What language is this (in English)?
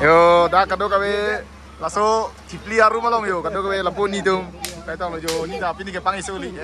Karbi